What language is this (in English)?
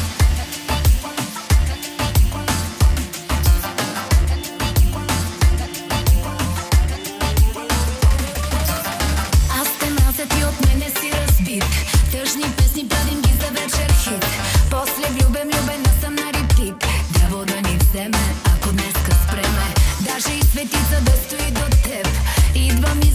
Bulgarian